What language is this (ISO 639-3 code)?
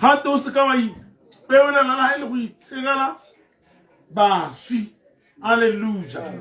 tsn